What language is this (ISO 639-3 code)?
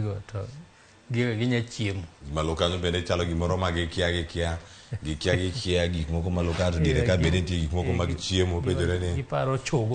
luo